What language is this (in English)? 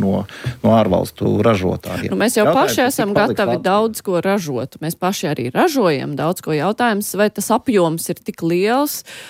Latvian